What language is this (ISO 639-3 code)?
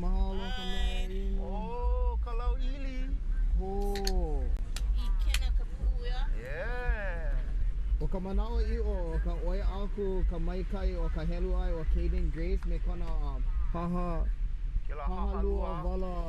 haw